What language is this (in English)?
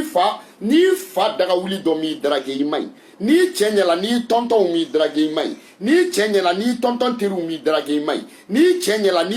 Bambara